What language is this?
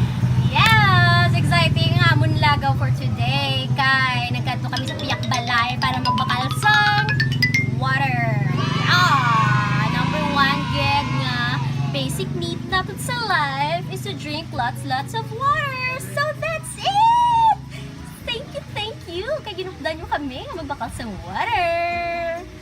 Hiligaynon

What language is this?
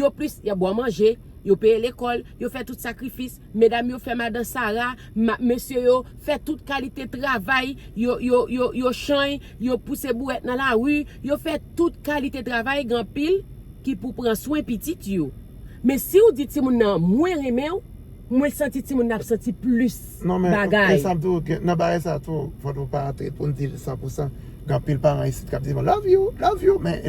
Haitian Creole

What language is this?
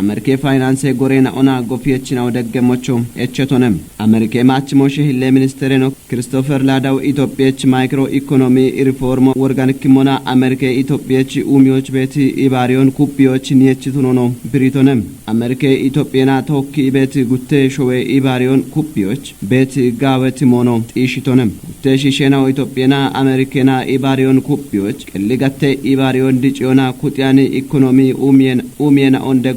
Kafa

